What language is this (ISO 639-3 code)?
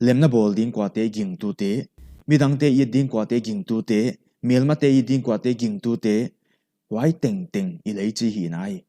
pck